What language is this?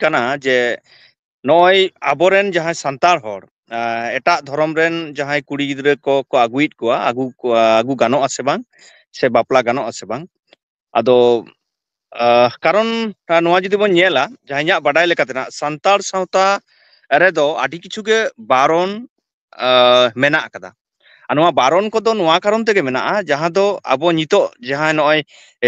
Santali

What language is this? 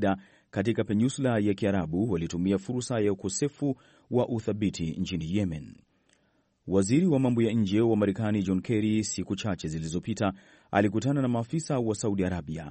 Swahili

